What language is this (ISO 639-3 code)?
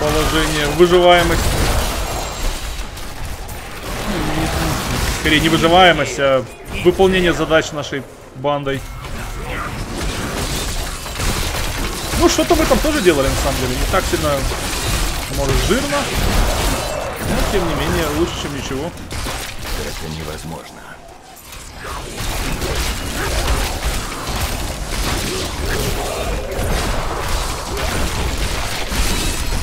rus